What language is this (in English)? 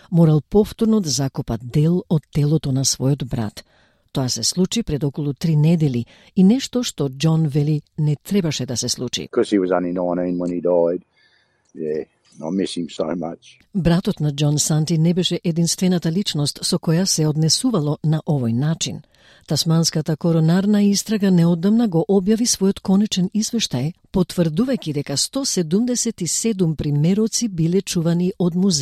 Macedonian